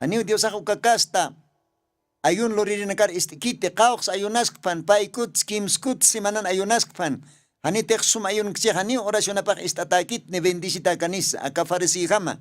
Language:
Aymara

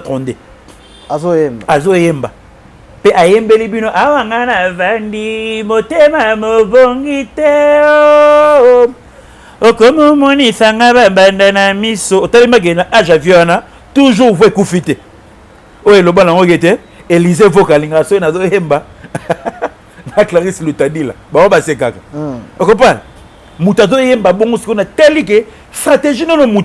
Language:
Lingala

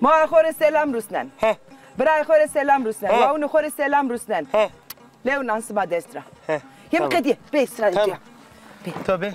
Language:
Zaza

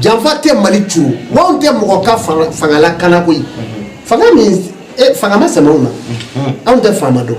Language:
Bambara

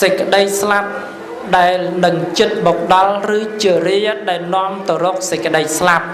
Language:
Khmer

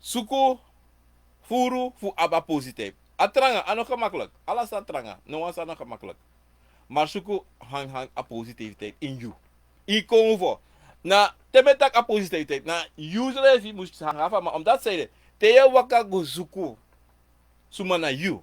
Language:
Sranan Tongo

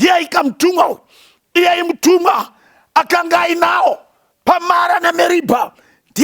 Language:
Shona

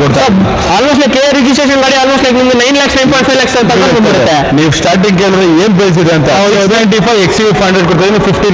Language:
Kannada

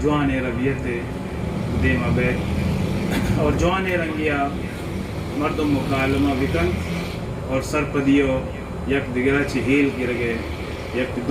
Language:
Baluchi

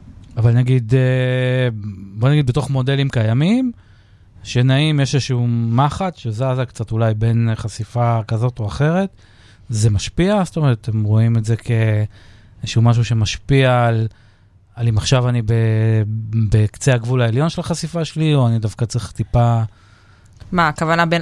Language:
Hebrew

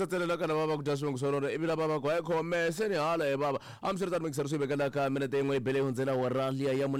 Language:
Tsonga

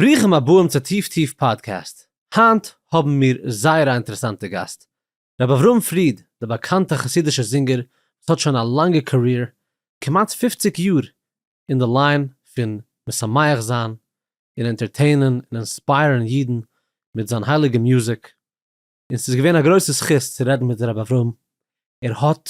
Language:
Yiddish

